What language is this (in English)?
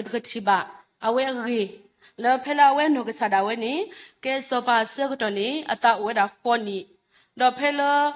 S'gaw Karen